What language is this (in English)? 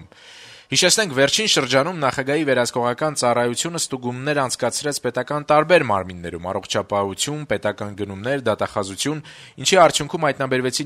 Armenian